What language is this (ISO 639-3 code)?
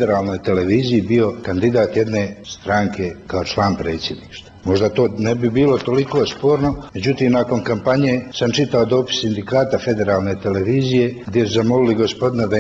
hrv